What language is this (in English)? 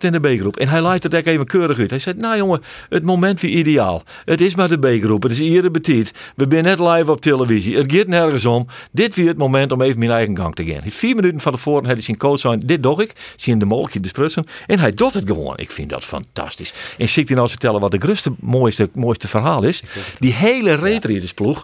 Western Frisian